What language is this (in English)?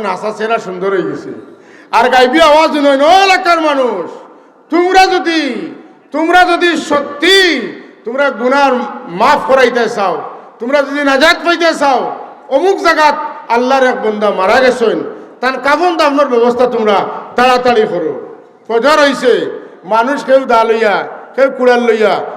Sylheti